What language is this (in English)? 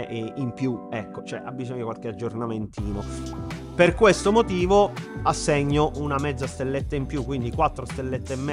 Italian